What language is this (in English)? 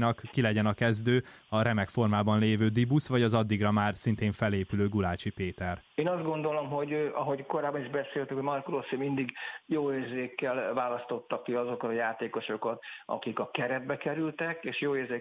Hungarian